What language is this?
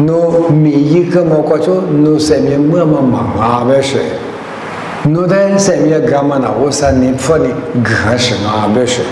Lisu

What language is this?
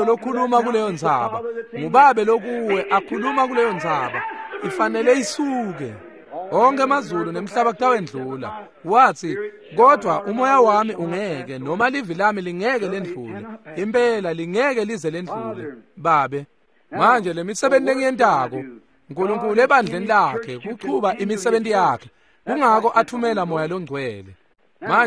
Swati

